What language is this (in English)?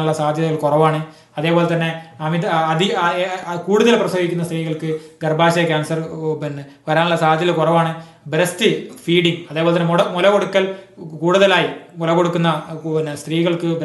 Malayalam